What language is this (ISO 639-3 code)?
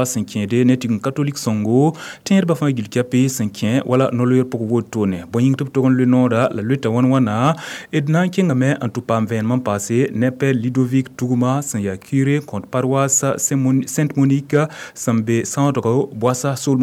mos